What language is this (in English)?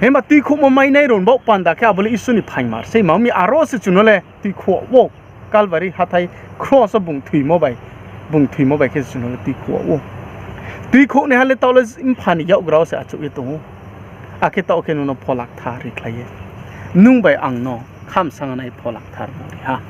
Riang (India)